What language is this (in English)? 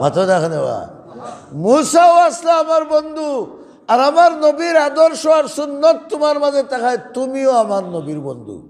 Sylheti